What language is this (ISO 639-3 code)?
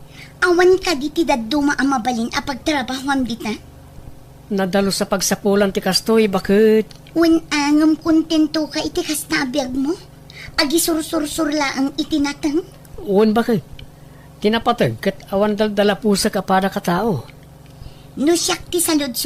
ilo